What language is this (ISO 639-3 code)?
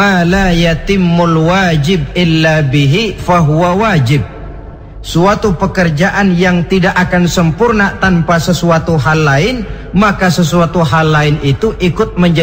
ind